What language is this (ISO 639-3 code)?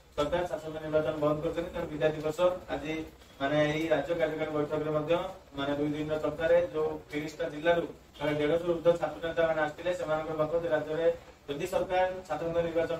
ori